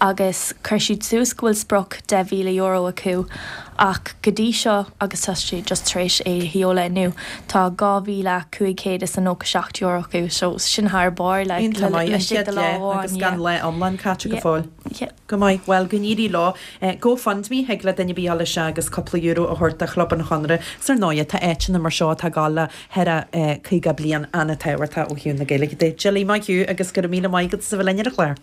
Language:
Irish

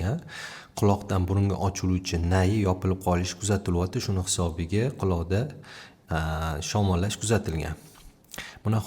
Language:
Uzbek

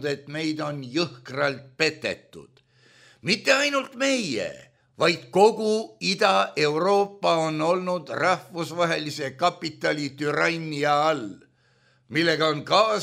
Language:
Estonian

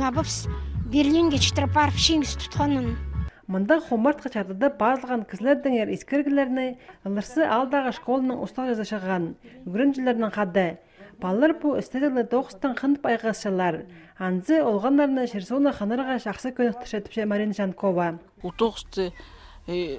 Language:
Khakas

